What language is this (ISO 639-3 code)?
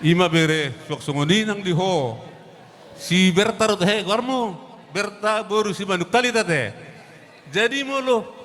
bbc